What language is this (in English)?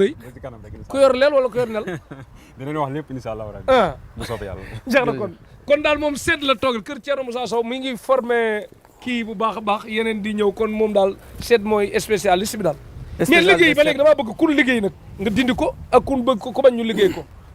Wolof